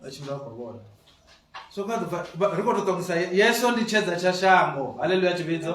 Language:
Venda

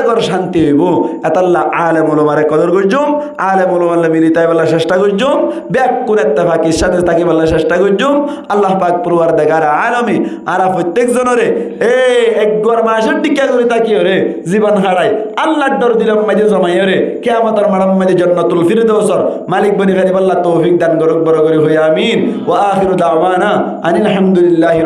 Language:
Rohingya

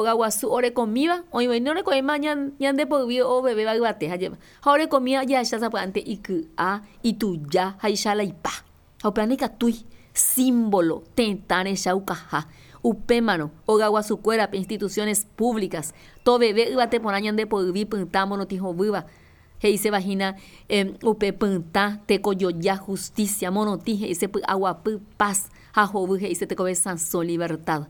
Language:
Guarani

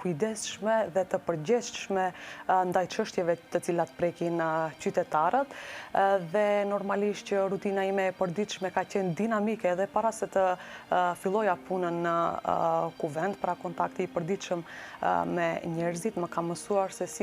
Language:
Albanian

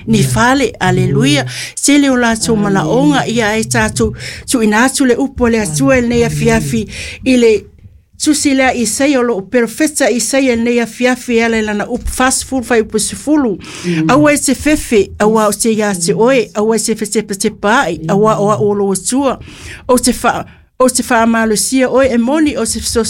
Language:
Samoan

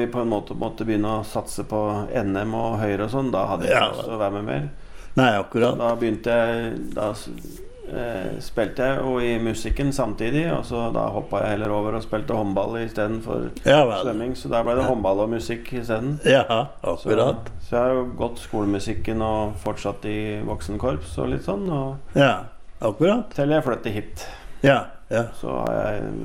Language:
Norwegian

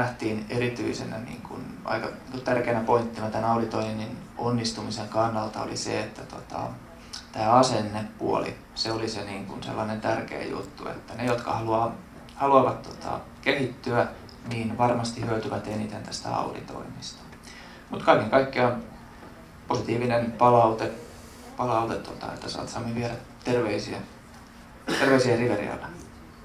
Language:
Finnish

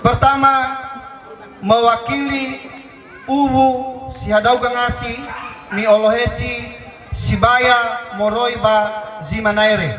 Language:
Nias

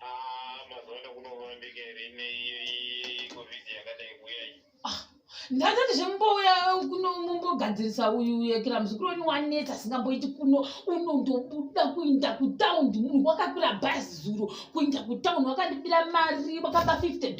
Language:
Shona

